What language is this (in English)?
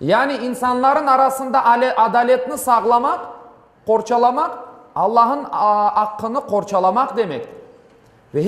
Crimean Tatar